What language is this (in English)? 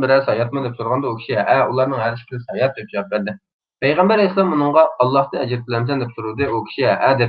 Uyghur